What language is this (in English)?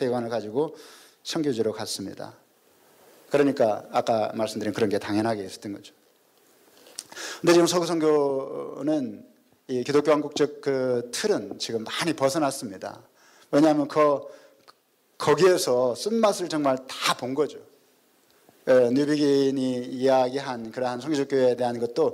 Korean